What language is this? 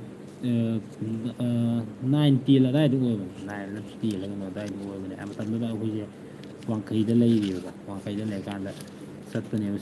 Manipuri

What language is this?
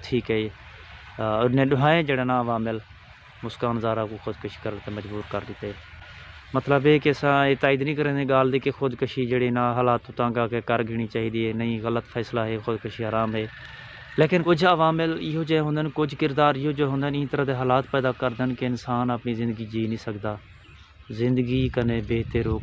Saraiki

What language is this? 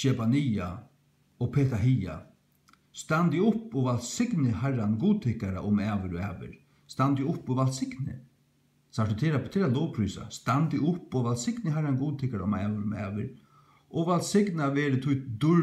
Faroese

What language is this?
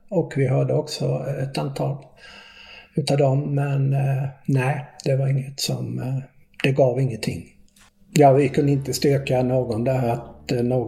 Swedish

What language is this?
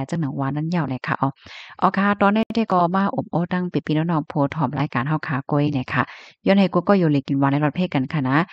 Shan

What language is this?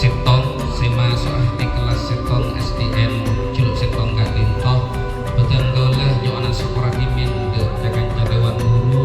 Madurese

